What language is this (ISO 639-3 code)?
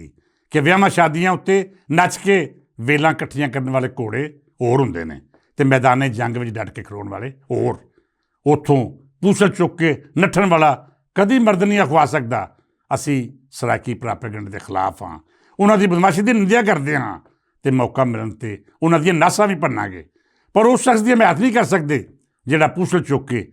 lah